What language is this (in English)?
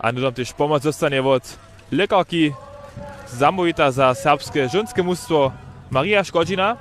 Upper Sorbian